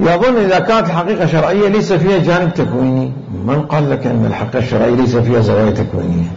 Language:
Mesopotamian Arabic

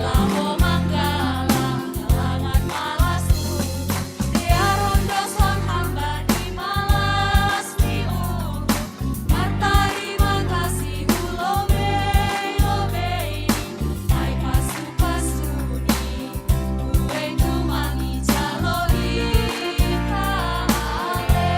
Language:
Batak Simalungun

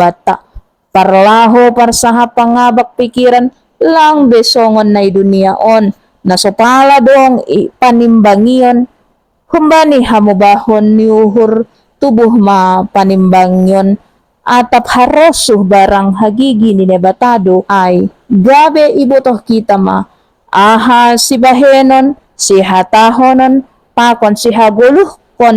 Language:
Batak Simalungun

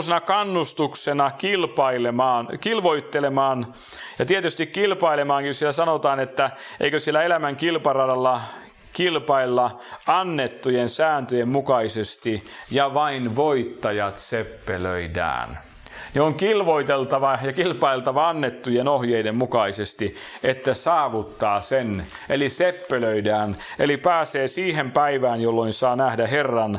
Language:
Finnish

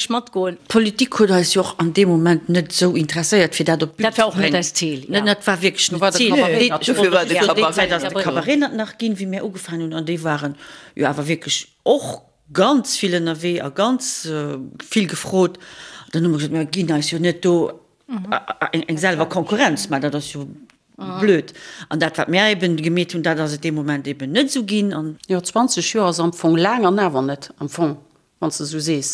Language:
Luxembourgish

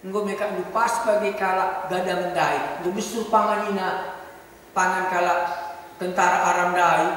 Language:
Batak Karo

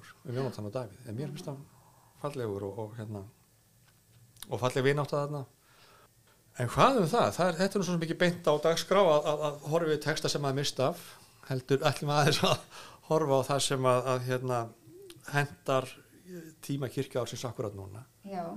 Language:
Icelandic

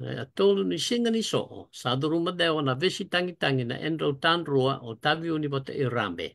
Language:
Fijian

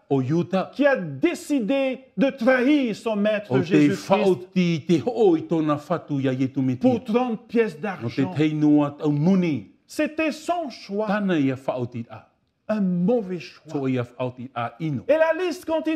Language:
Tahitian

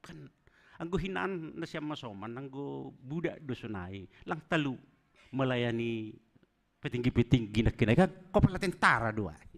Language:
Batak Simalungun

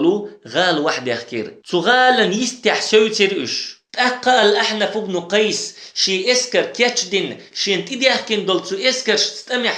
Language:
Chechen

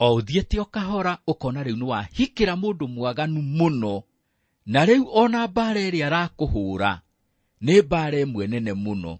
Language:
Kikuyu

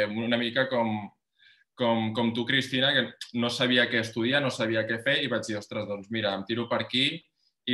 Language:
Catalan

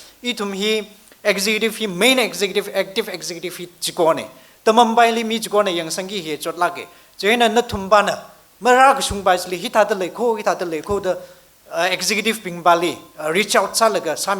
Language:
Tangkhul Naga (India)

